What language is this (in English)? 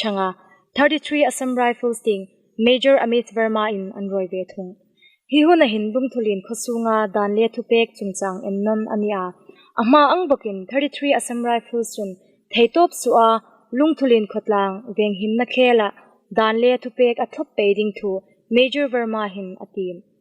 Hmar